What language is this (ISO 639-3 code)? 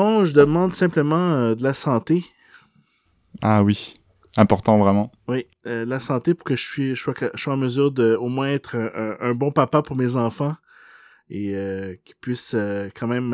fra